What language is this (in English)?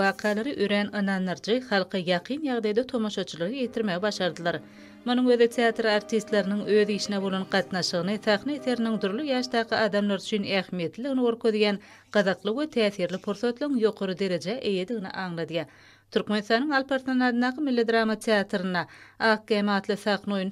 Turkmen